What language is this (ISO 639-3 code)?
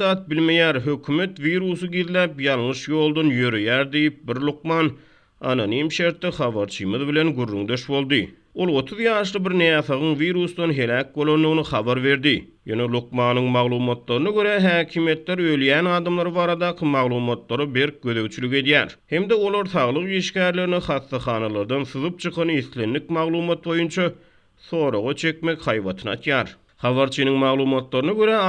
tuk